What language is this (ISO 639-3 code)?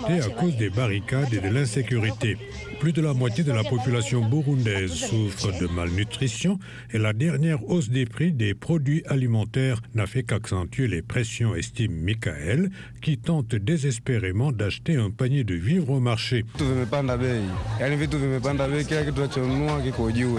fra